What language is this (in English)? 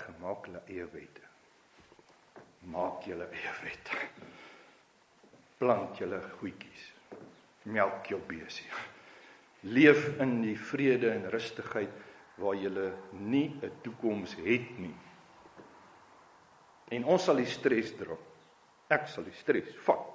Afrikaans